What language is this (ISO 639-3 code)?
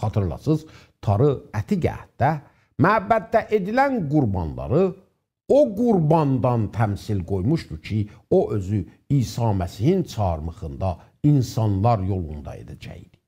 azb